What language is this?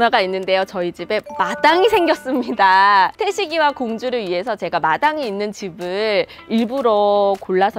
Korean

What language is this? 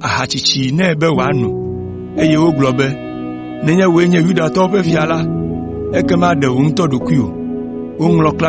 Ewe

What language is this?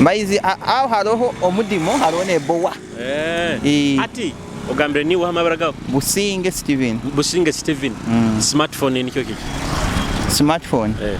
Nyoro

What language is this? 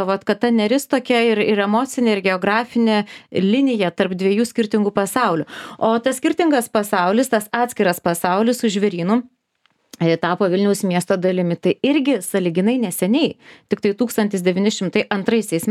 Lithuanian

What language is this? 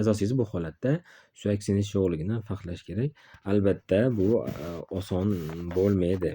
Uzbek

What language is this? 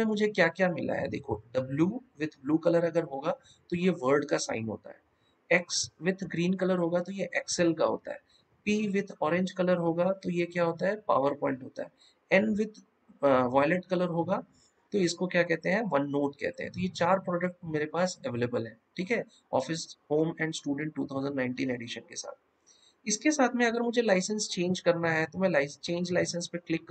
Hindi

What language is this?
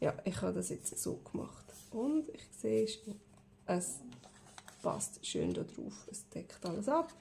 Swiss German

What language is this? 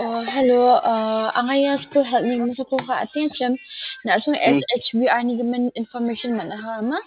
Garo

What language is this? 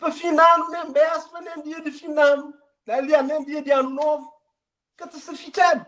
Kabuverdianu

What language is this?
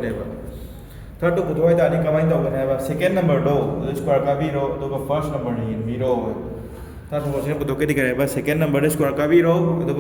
Manipuri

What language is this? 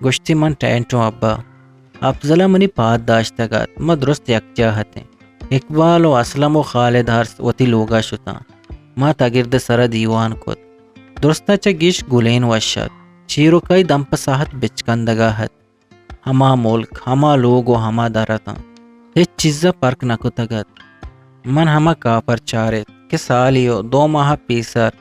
Eastern Balochi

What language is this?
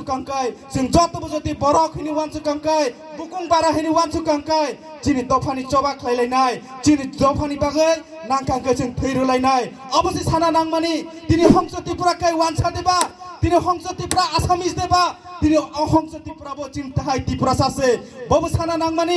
Kok Borok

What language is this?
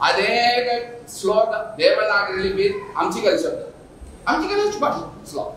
Konkani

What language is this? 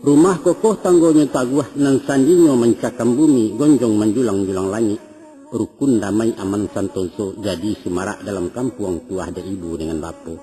Minangkabau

